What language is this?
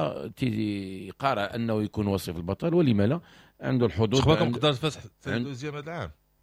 Moroccan Arabic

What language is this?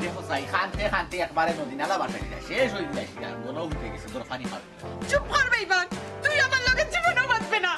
Sylheti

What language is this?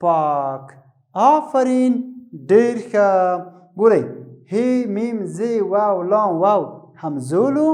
Pashto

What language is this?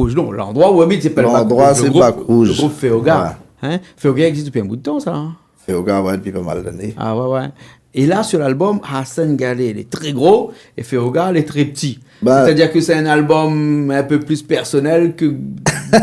Réunion Creole French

